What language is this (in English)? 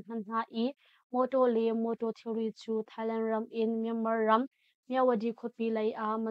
Hakha Chin